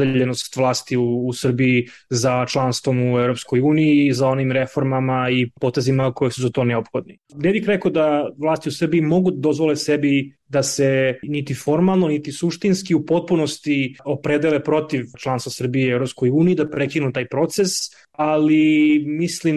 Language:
Serbian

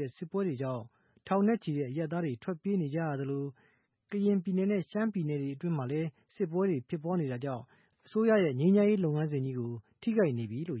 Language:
Burmese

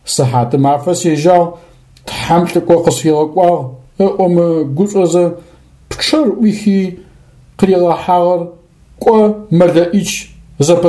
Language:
Adyghe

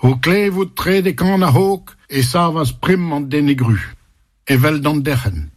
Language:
Breton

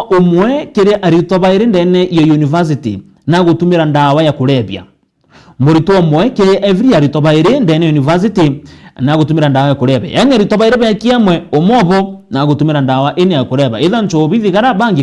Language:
Meru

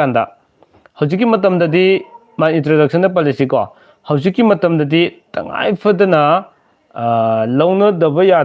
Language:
Manipuri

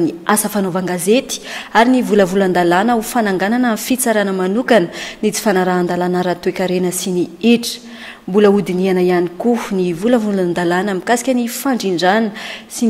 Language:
Malagasy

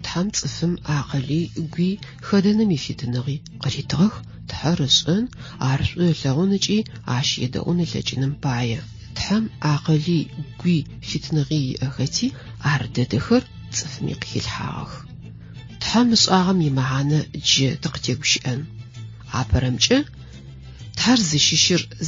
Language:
Adyghe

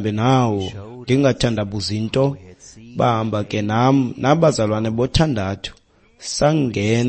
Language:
Xhosa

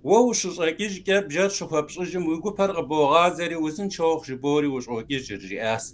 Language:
Kabardian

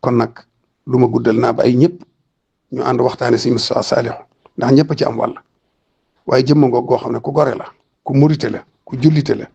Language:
Wolof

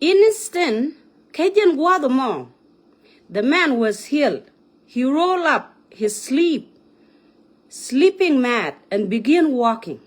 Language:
Nuer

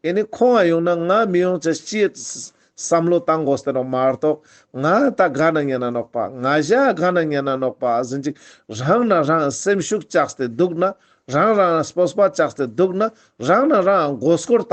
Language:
Ladakhi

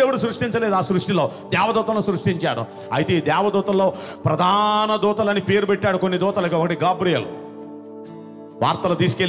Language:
Telugu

